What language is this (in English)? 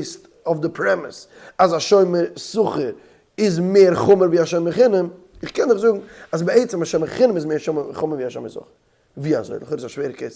Yiddish